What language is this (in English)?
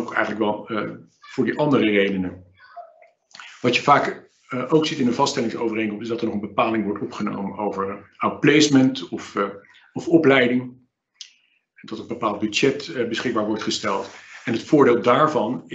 Dutch